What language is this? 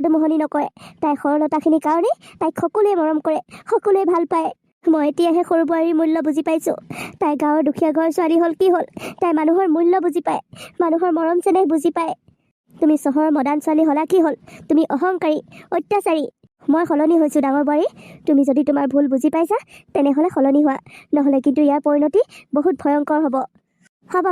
Assamese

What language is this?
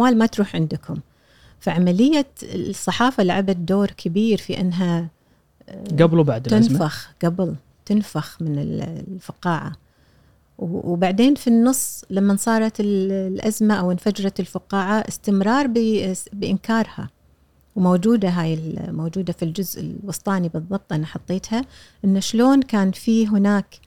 Gulf Arabic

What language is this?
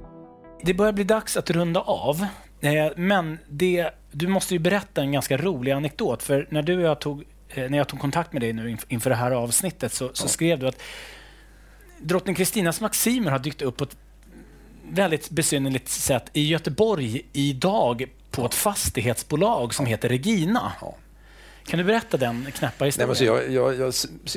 Swedish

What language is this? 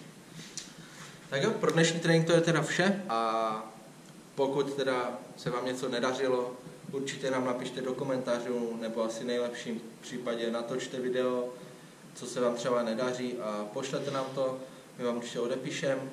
Czech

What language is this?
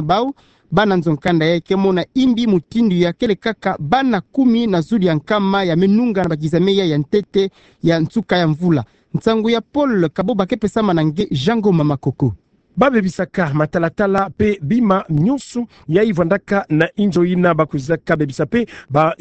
Kituba (Democratic Republic of Congo)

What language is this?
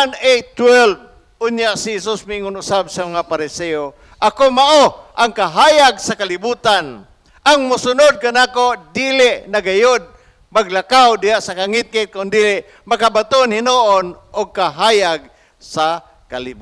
Cebuano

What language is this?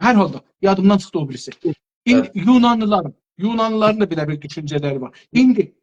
South Azerbaijani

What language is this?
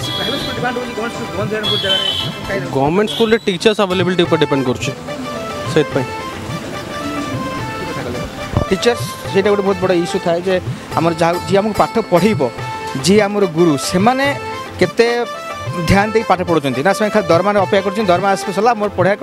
Odia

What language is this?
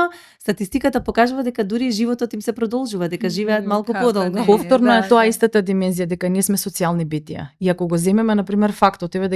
Macedonian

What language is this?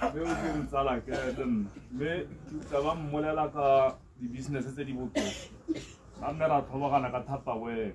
Tswana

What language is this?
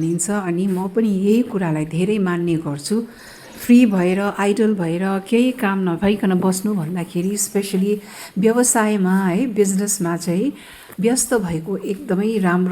Nepali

